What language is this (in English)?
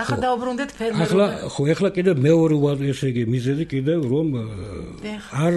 Georgian